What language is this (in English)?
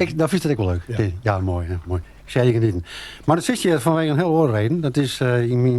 Western Frisian